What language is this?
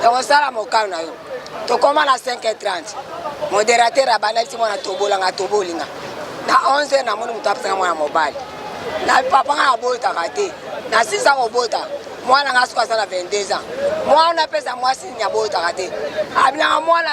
Lingala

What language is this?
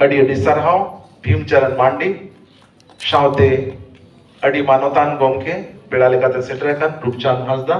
Santali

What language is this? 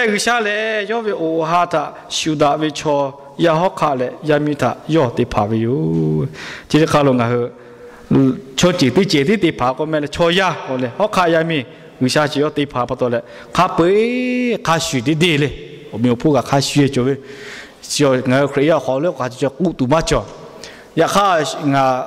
Lahu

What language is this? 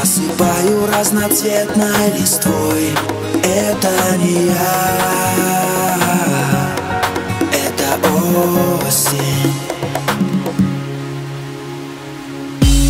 Russian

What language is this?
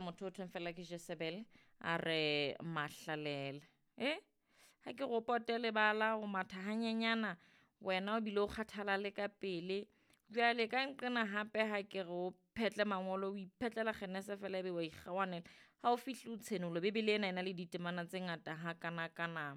Southern Sotho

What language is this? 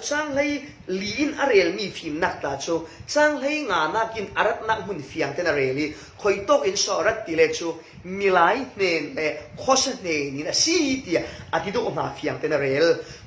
Falam Chin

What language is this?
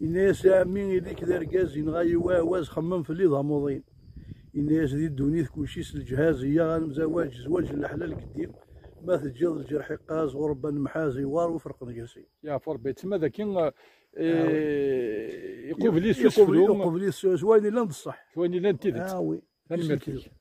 Kabyle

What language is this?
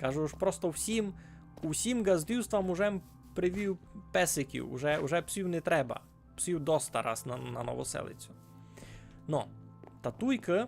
Rusyn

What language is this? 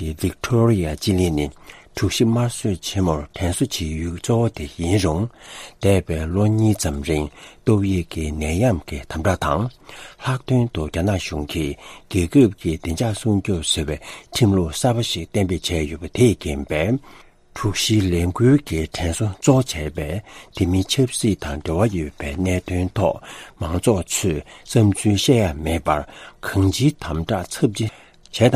Tibetan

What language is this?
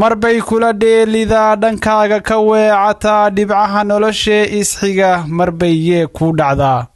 Somali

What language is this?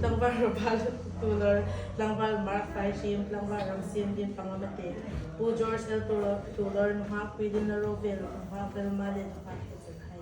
Hmar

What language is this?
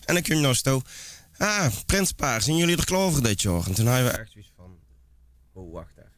Limburgish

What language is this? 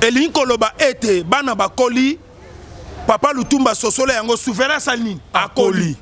Lingala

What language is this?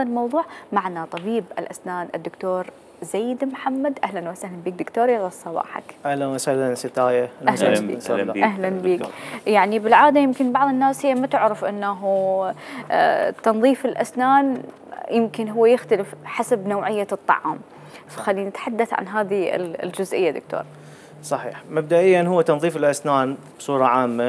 Mesopotamian Arabic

